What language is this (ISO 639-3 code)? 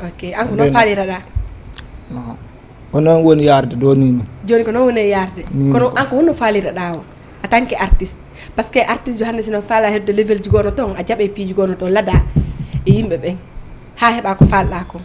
ful